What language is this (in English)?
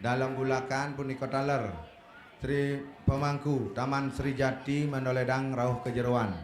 Balinese